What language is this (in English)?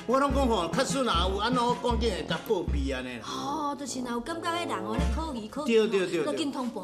Min Nan Chinese